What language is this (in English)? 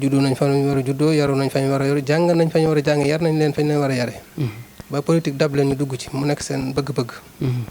Wolof